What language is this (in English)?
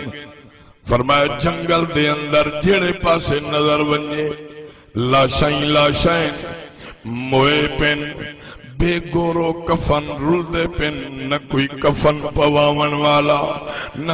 Saraiki